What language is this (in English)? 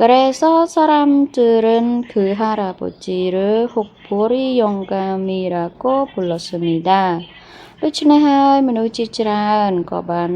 Khmer